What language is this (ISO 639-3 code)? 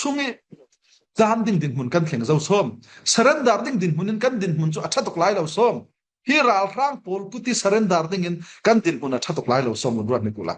cfm